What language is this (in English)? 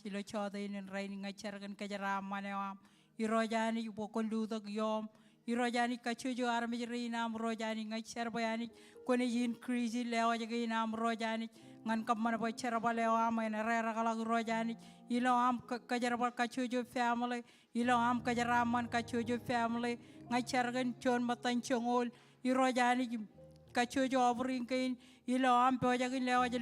Marshallese